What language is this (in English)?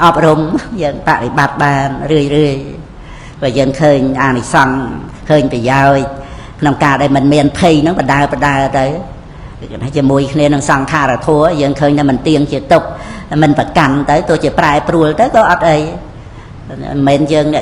Khmer